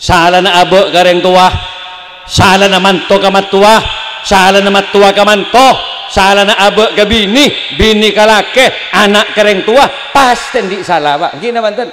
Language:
Madurese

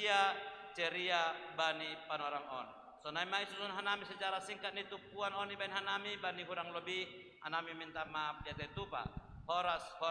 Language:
Batak Simalungun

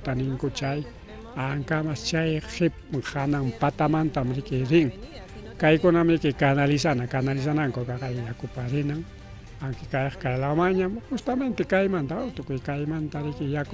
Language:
Ayacucho Quechua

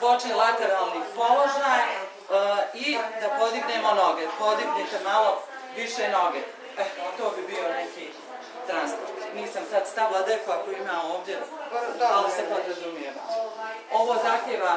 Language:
Bosnian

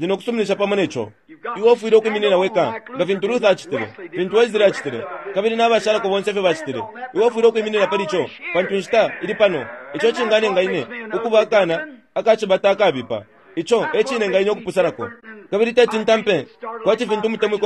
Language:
Bemba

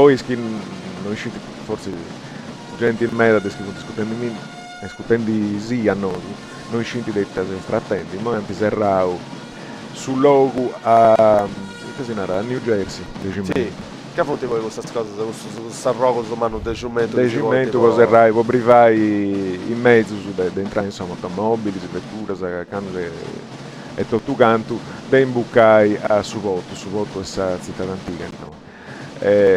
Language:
Sardinian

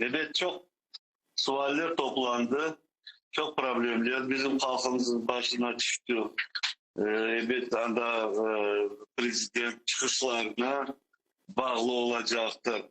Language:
Crimean Tatar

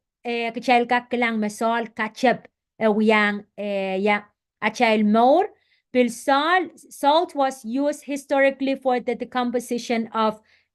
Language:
Pohnpeian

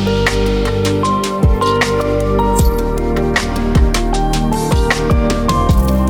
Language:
Kazakh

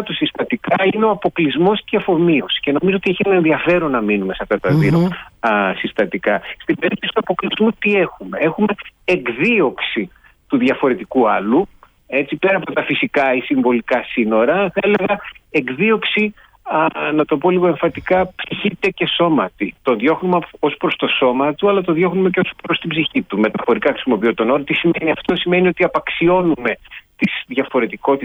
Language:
Greek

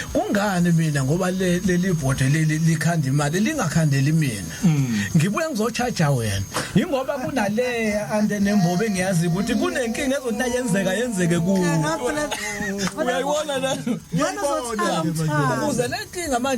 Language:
Zulu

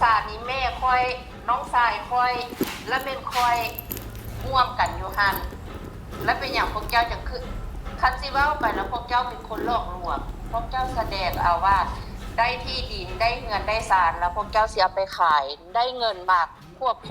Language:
Northeastern Thai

